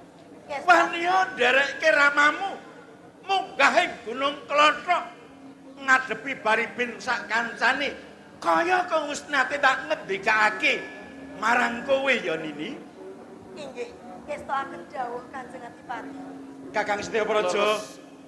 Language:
Javanese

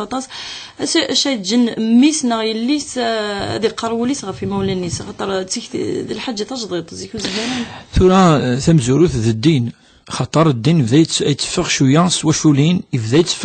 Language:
Kabyle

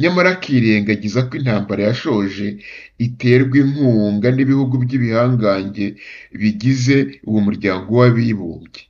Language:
Kinyarwanda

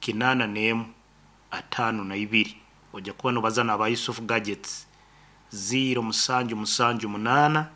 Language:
Nyankole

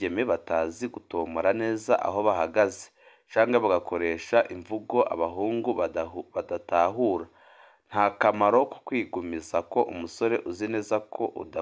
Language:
Rundi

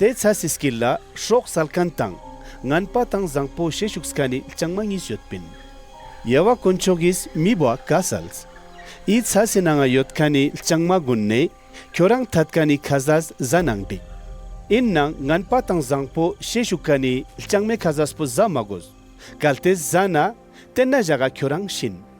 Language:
Ladakhi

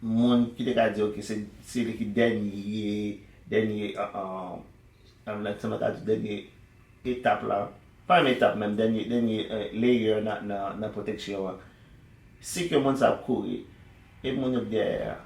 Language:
Haitian Creole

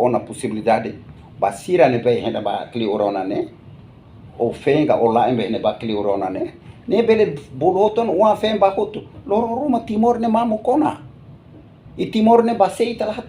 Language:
Tetum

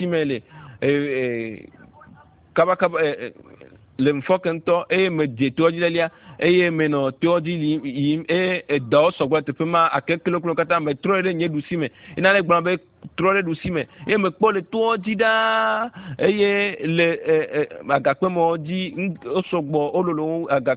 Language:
Ewe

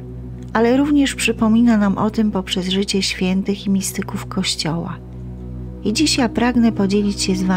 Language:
Polish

